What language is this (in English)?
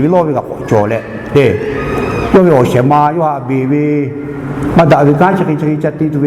Lahu